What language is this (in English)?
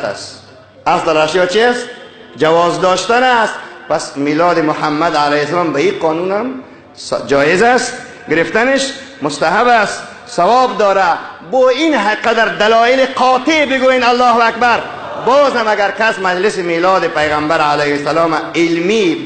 Tajik